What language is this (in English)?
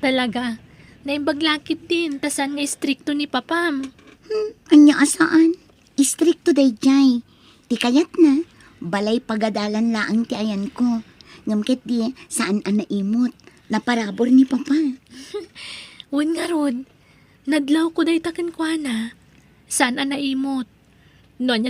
Iloko